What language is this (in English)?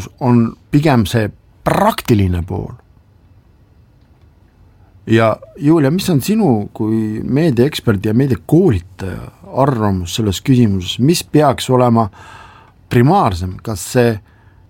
Estonian